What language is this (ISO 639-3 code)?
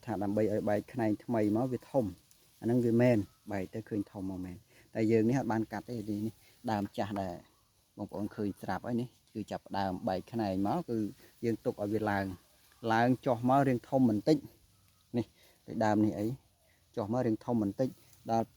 khm